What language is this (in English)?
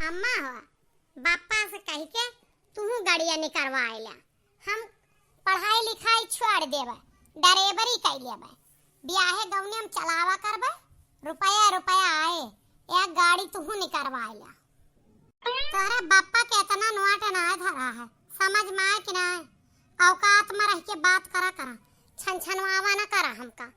Awadhi